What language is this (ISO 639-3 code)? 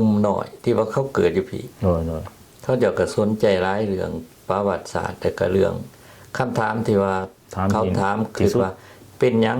lao